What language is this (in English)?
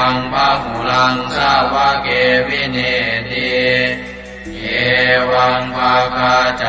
Pali